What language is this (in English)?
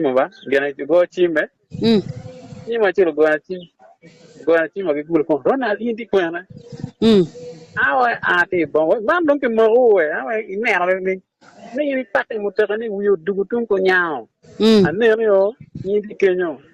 Acoli